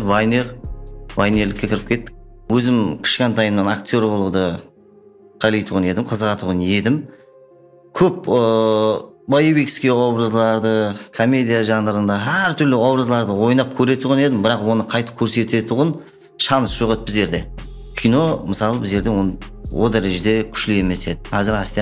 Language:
Kara-Kalpak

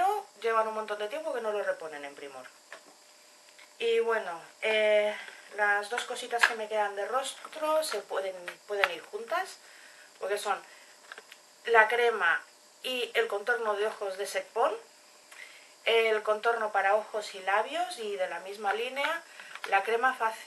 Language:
Spanish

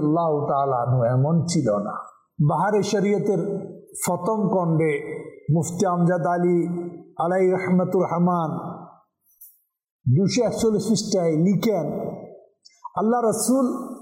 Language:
Bangla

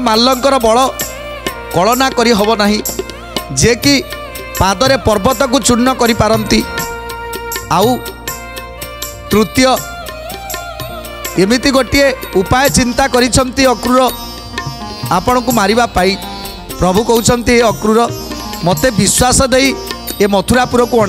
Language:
Odia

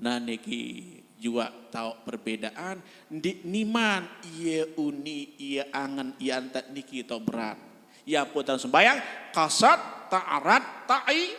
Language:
Sasak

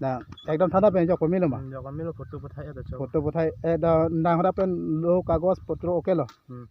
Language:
Karbi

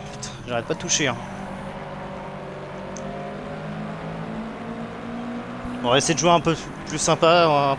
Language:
French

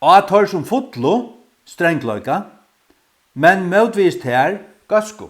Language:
Faroese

